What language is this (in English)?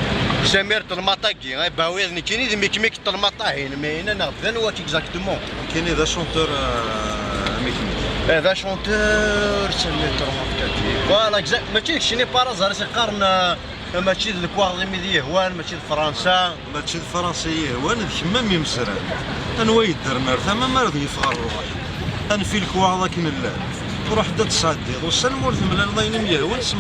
Kabyle